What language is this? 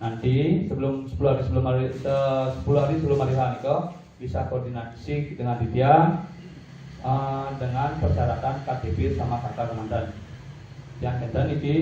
Balinese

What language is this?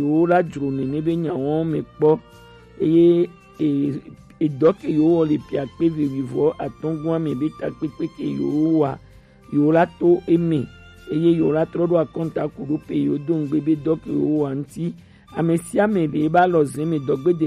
Gen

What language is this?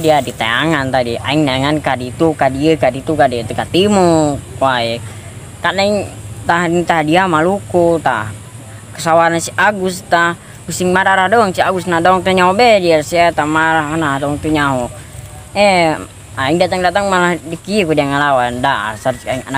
Sundanese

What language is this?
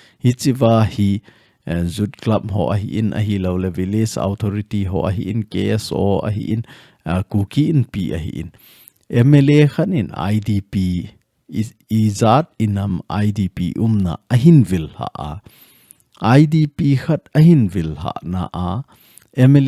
Thado Chin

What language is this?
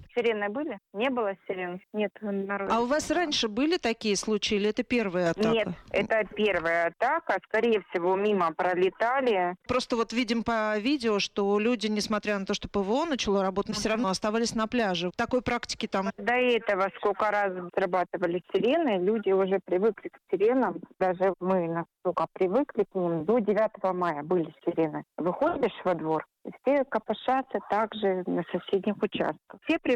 Russian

